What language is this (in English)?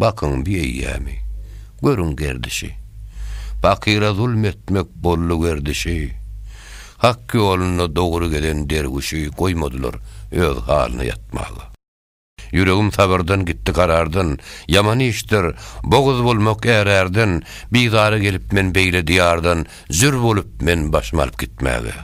Turkmen